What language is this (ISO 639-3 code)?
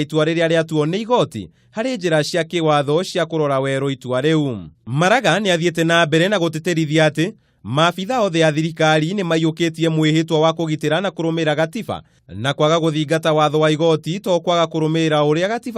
kik